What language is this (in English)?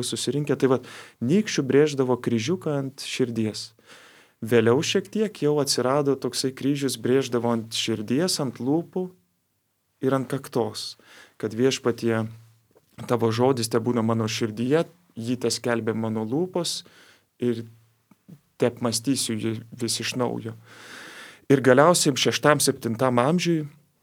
Lithuanian